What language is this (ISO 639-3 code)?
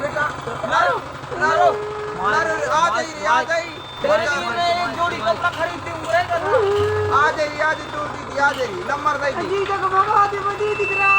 hne